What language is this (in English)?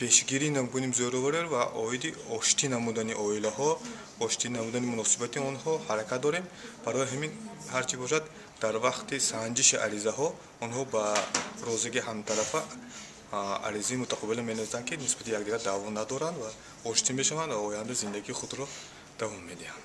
Tajik